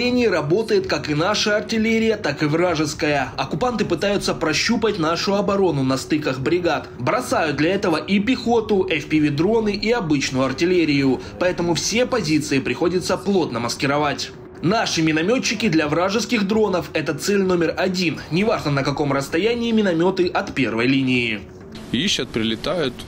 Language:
Russian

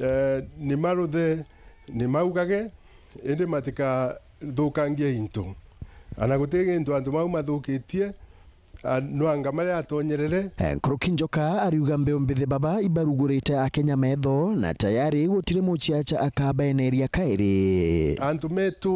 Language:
Meru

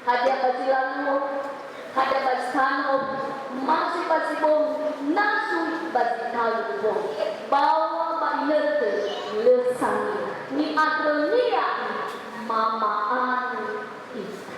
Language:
Nias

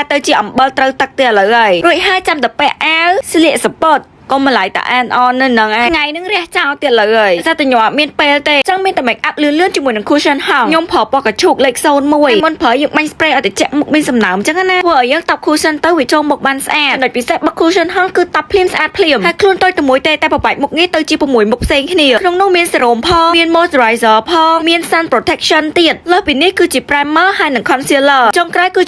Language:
Khmer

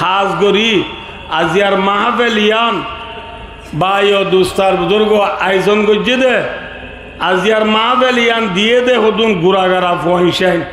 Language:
Rohingya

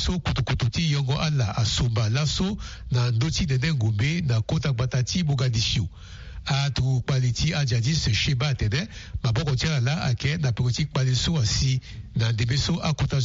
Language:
Sango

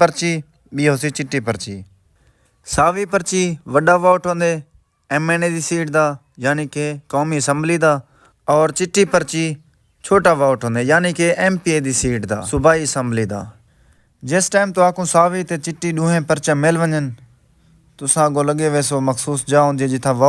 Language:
Saraiki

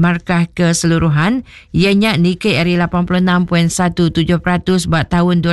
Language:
Iban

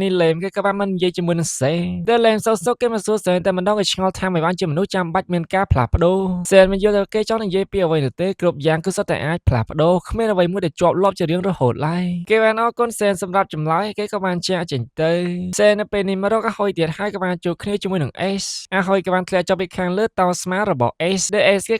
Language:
Khmer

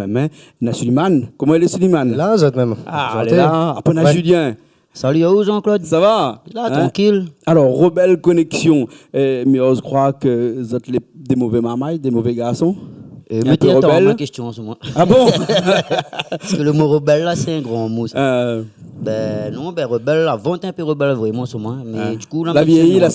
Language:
Réunion Creole French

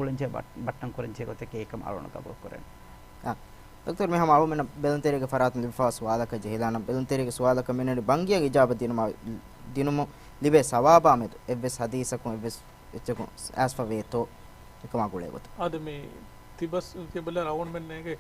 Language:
Divehi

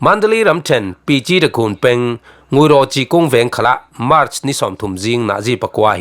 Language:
Falam Chin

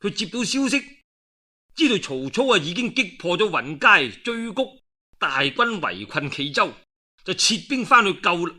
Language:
Cantonese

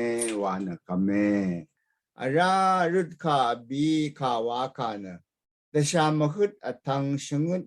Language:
Rawang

